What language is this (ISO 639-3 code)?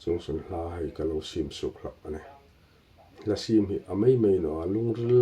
hmr